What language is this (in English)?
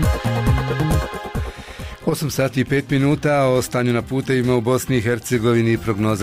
Bosnian